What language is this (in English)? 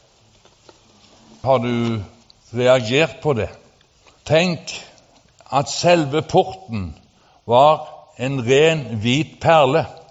Norwegian